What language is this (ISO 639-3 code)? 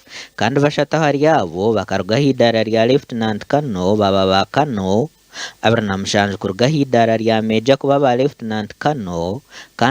nyn